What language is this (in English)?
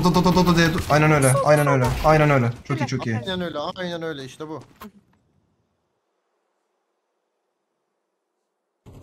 Turkish